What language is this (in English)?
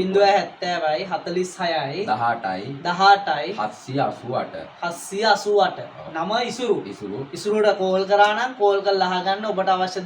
Sinhala